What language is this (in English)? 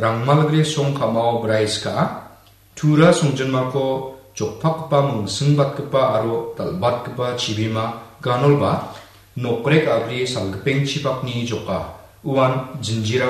Garo